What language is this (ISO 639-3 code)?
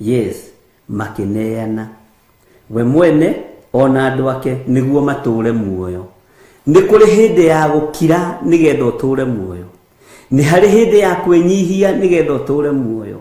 kik